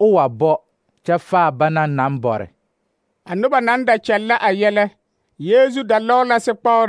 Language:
Southern Dagaare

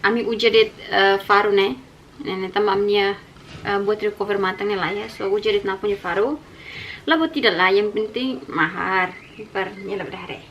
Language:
Tetum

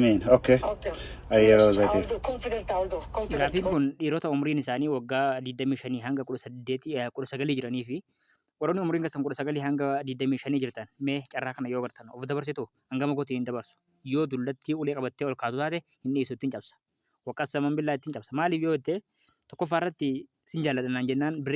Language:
Oromo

